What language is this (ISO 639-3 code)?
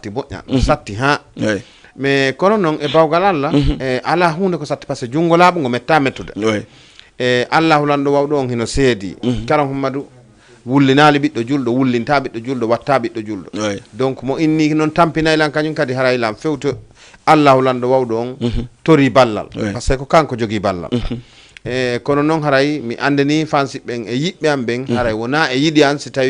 ful